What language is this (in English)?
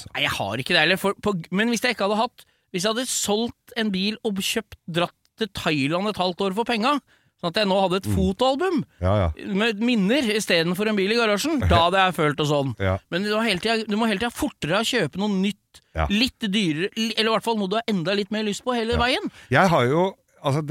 Norwegian